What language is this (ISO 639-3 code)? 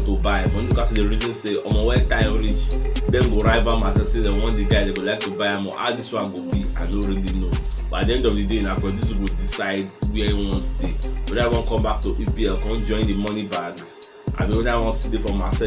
pcm